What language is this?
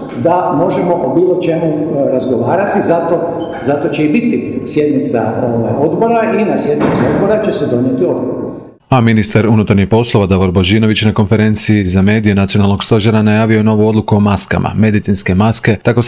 Croatian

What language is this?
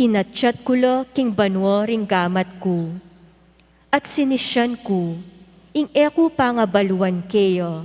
Pampanga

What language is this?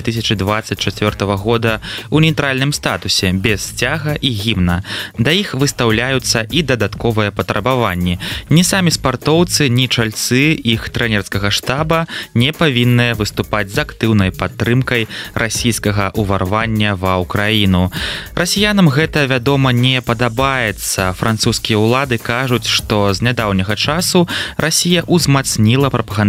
Belarusian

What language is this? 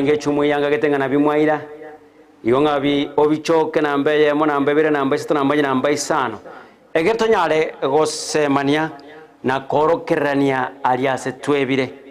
Gusii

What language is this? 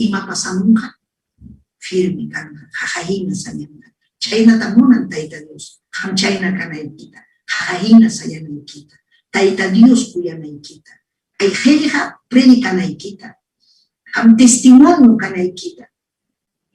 Ayacucho Quechua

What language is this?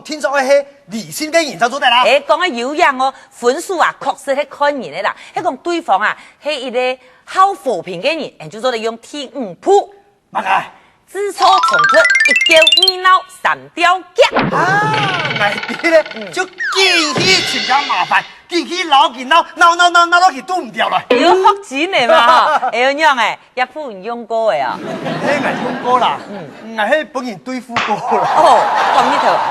Hakka Chinese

